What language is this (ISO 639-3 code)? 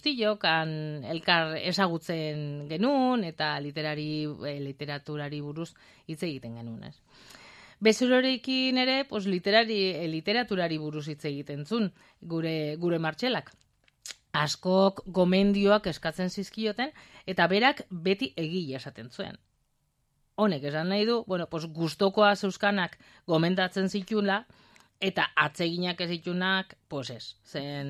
eus